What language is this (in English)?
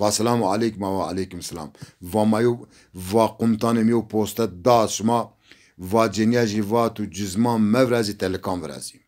Zaza